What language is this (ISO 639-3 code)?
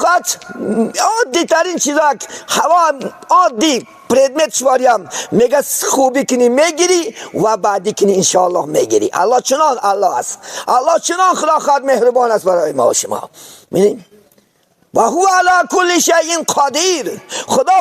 tgk